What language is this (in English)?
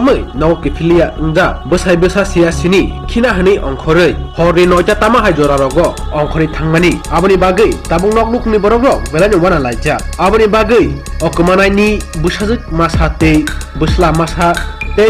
Kok Borok